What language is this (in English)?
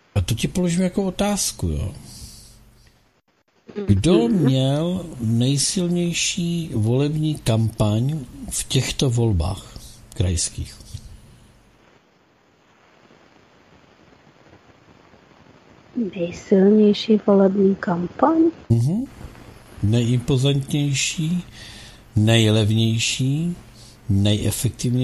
Czech